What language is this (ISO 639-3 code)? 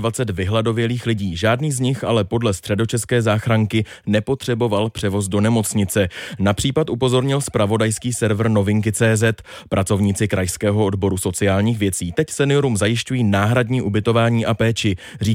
ces